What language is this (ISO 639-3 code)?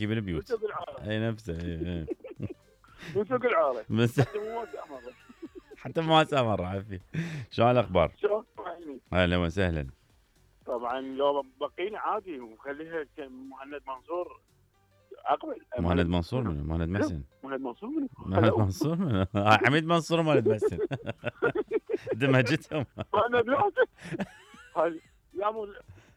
acm